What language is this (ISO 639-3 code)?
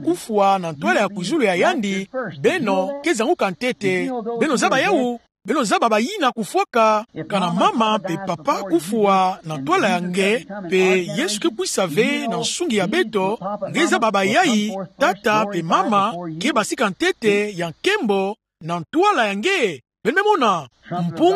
ktu